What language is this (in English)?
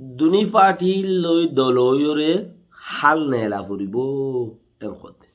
Rohingya